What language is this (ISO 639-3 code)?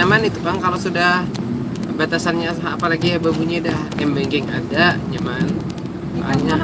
bjn